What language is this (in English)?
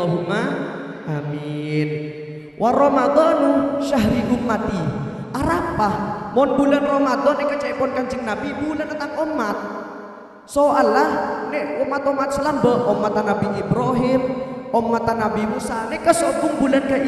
Madurese